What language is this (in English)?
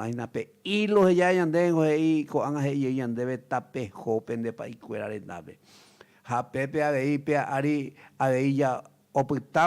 Guarani